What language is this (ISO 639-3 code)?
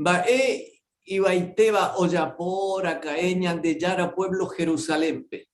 grn